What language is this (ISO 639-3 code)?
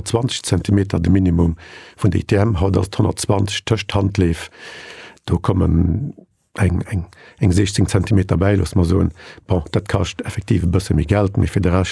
ltz